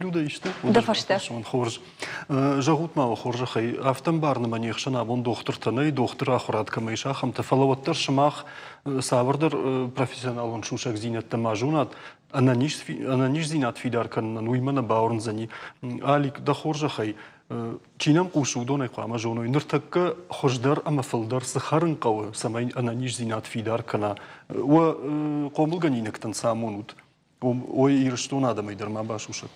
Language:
Ossetic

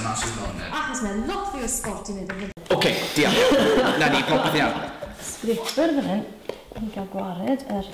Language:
Welsh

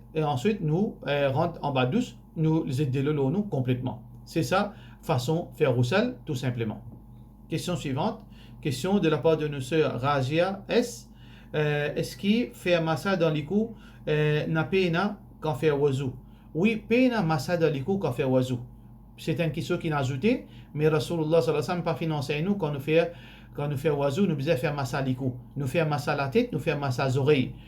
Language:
Morisyen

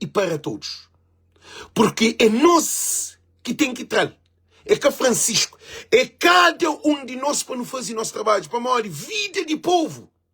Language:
Kabuverdianu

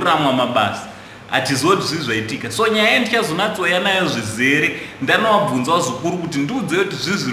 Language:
Shona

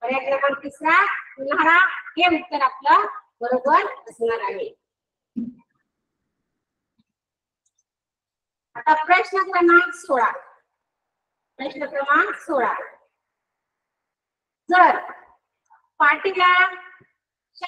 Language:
Marathi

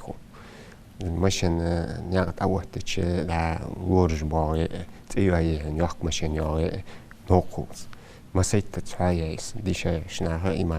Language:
Ingush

